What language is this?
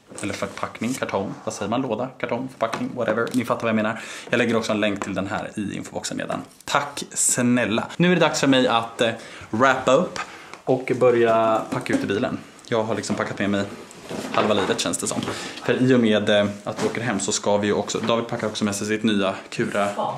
Swedish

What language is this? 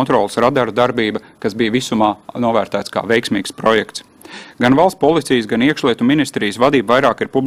Latvian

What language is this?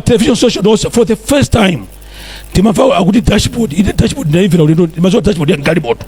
Nyanja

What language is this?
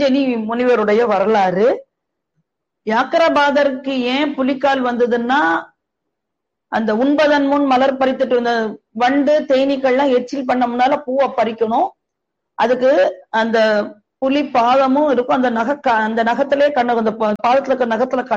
Tamil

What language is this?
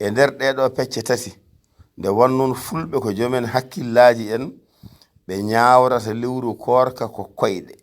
Fula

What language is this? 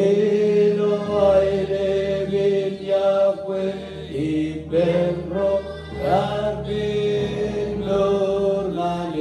Marshallese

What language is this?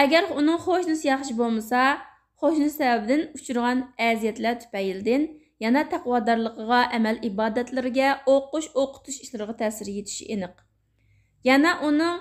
Uyghur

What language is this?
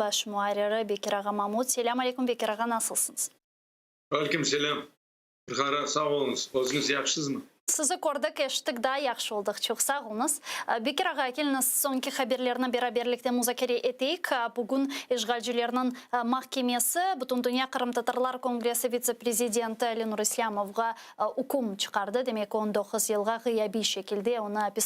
Crimean Tatar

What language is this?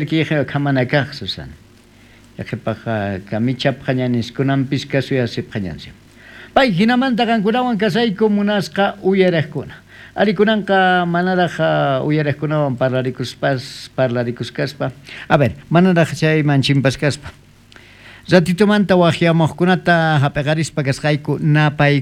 South Bolivian Quechua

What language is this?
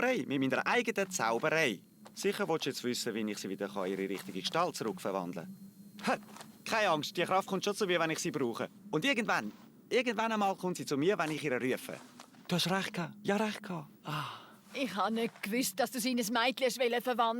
Swiss German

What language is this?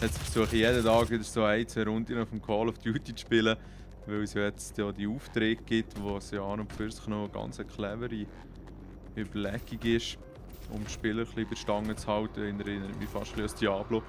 Swiss German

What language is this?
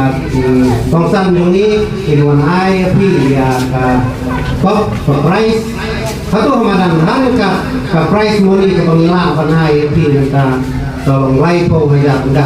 Khasi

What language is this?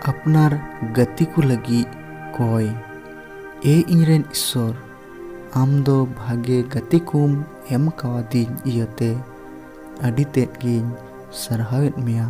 Santali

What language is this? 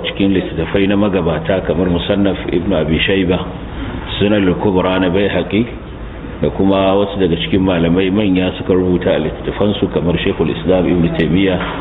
Hausa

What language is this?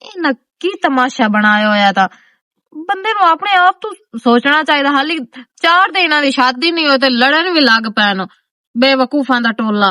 Western Panjabi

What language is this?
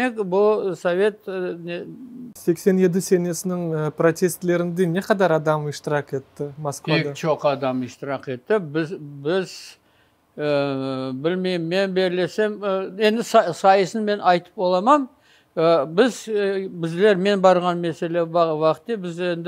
Crimean Tatar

